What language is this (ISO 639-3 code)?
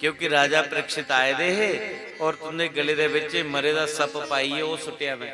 doi